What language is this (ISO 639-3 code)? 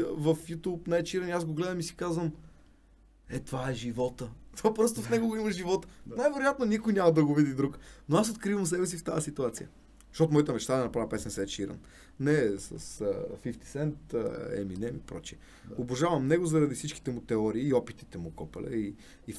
bul